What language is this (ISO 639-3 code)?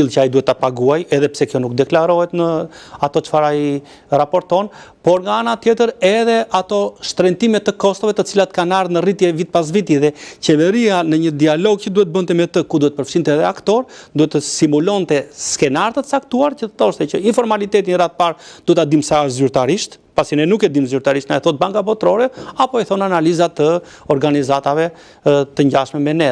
sqi